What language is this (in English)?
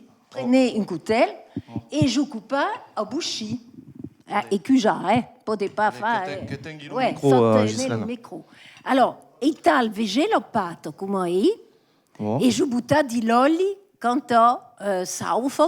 Occitan